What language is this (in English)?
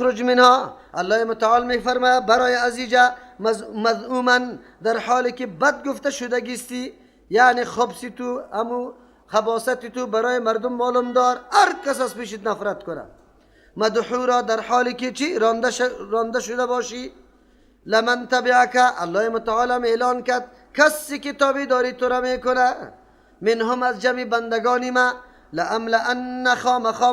Persian